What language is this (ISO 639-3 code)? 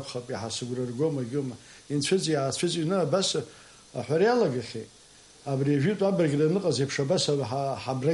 abk